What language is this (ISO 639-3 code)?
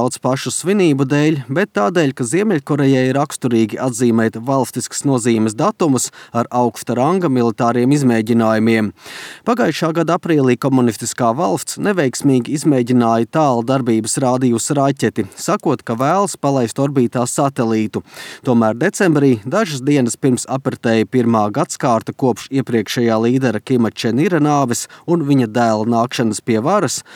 lav